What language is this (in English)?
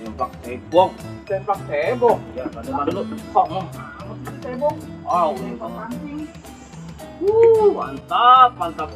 Betawi